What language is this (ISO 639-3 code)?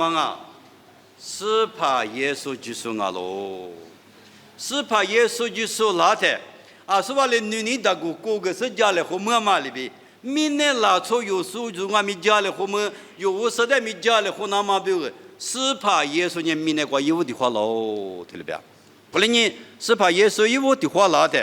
lis